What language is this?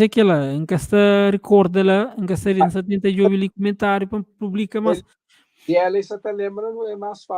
Kabuverdianu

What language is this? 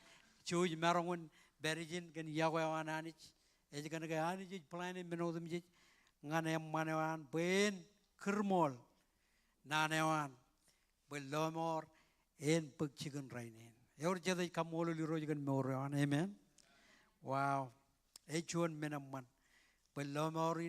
Marshallese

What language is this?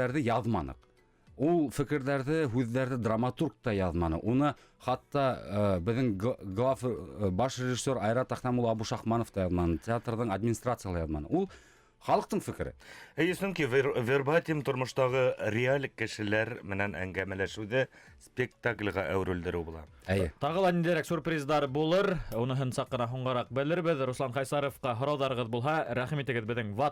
Bashkir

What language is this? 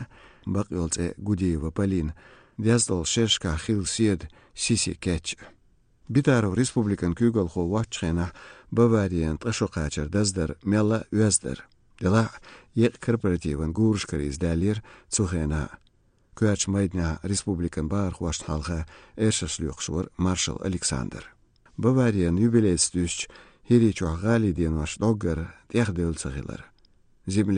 Chechen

